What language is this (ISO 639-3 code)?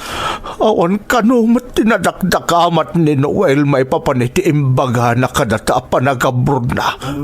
ilo